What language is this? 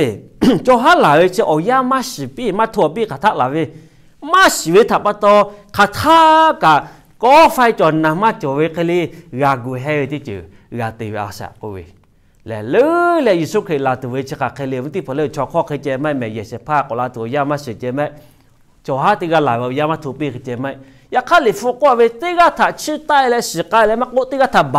Lahu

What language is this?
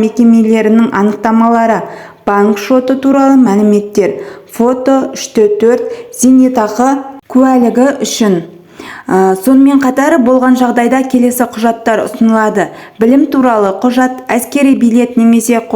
Kazakh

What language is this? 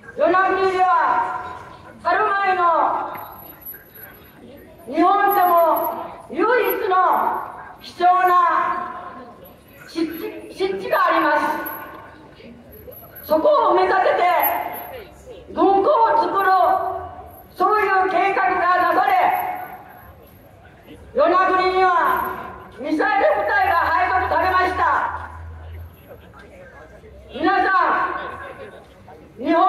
Japanese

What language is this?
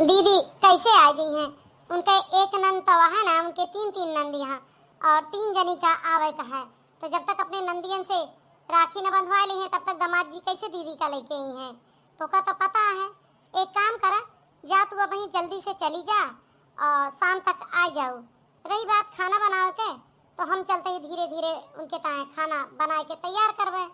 Awadhi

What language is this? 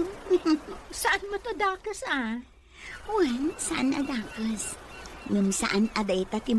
Iloko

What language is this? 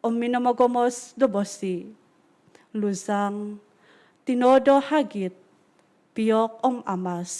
Central Dusun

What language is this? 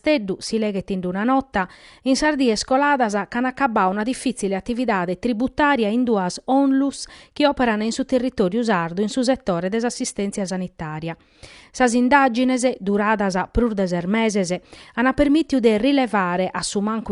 Sardinian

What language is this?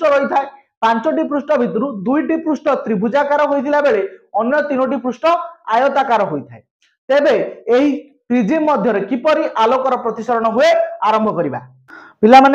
Odia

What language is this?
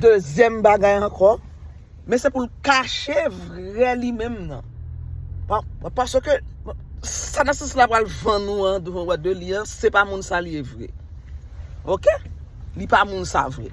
Haitian Creole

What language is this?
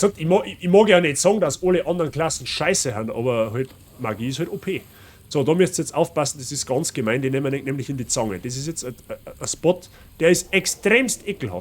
Bavarian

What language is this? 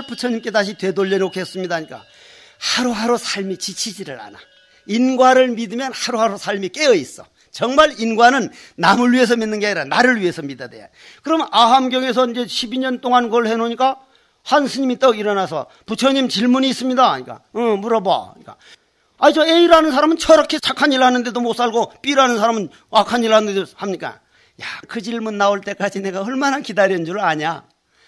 Korean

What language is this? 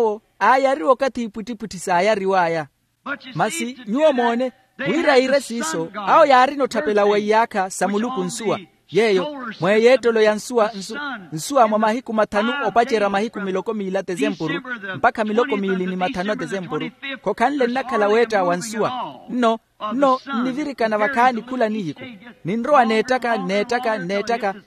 Makhuwa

